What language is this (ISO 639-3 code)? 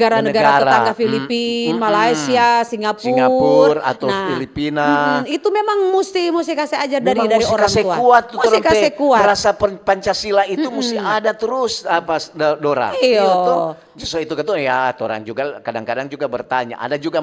xmm